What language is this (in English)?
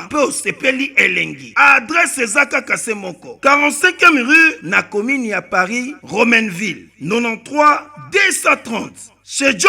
Lingala